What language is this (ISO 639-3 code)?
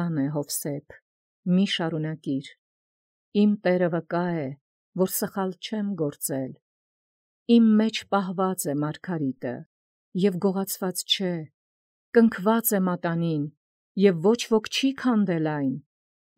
hye